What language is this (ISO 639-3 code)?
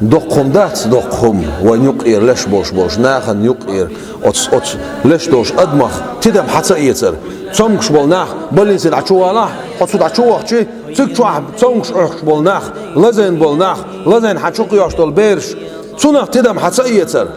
che